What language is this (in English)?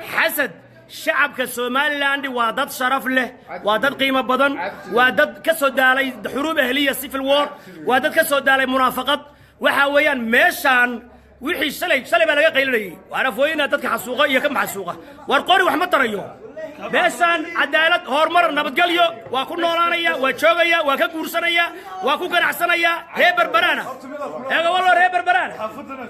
Somali